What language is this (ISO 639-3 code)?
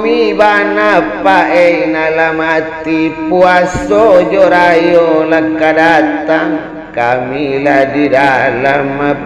min